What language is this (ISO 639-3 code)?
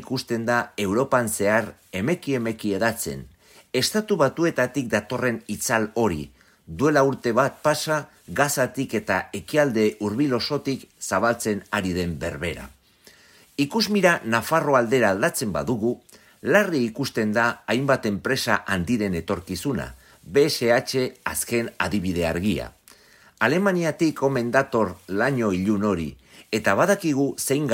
eus